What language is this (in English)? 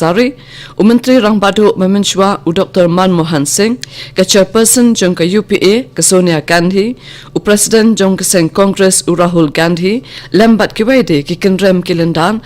Khasi